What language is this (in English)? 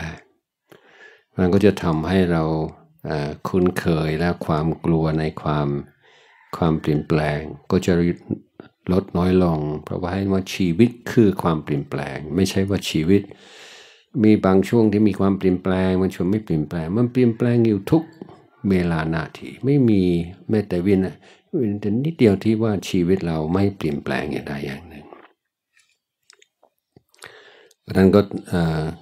Thai